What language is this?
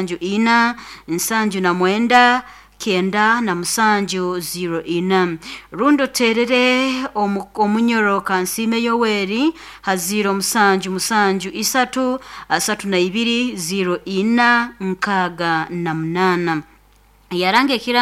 Nyoro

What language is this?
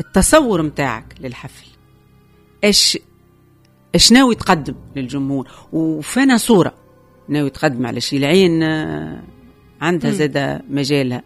Tunisian Arabic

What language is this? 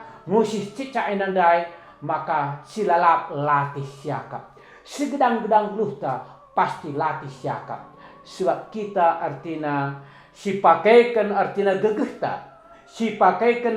Batak Karo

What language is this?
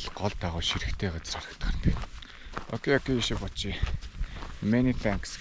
Mongolian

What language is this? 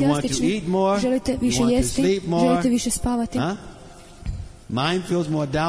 Croatian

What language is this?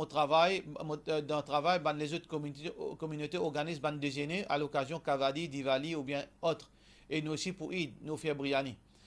Morisyen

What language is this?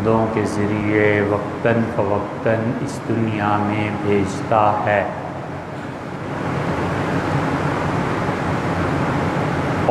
Urdu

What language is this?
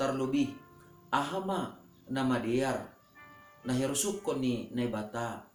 Batak Simalungun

